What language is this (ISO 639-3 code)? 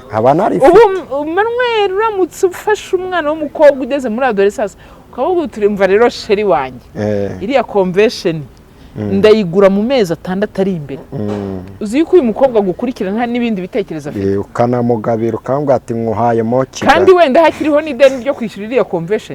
kin